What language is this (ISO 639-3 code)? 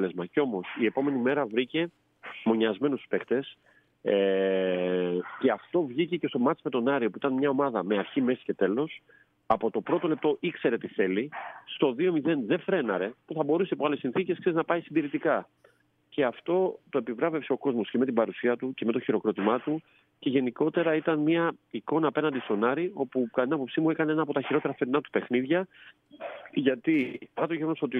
ell